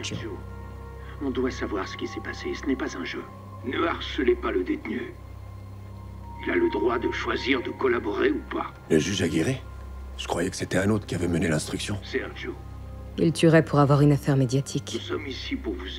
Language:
French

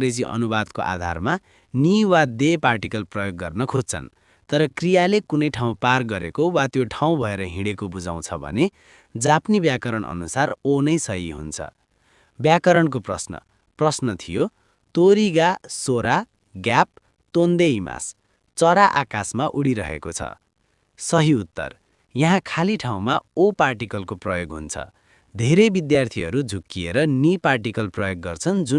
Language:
Nepali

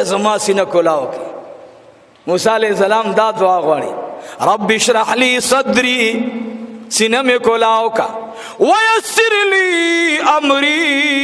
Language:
Pashto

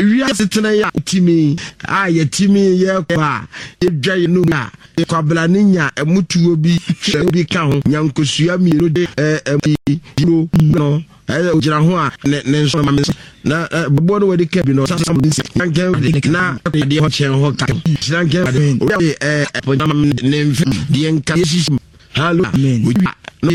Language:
Akan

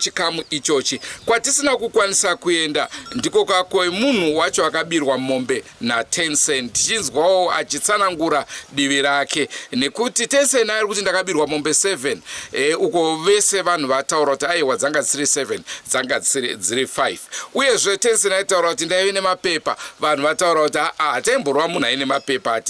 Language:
Shona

